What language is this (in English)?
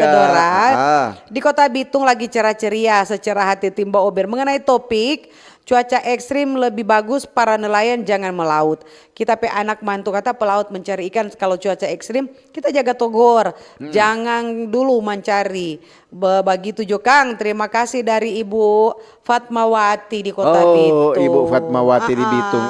Manado Malay